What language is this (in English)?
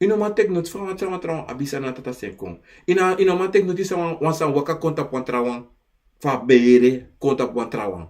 Sranan Tongo